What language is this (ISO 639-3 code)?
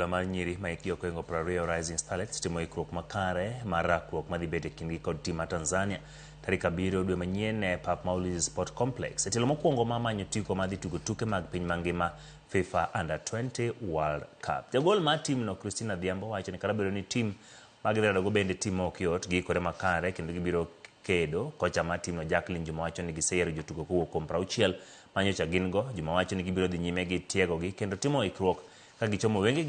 luo